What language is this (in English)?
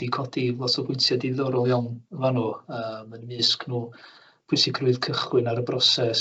Welsh